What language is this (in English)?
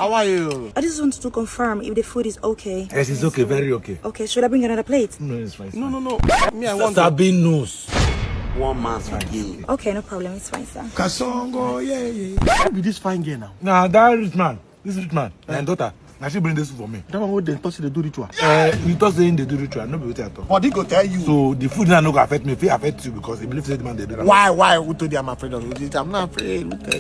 Nigerian Pidgin